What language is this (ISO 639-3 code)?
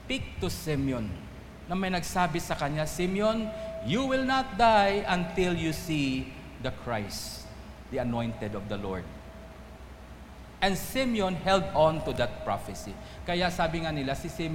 fil